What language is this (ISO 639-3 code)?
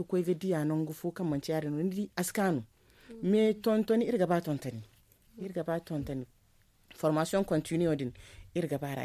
dje